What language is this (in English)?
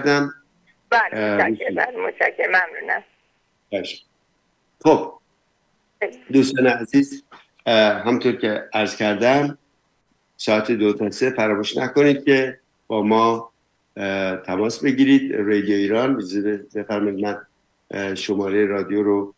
Persian